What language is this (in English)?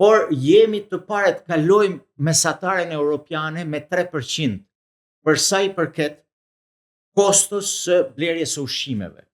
Albanian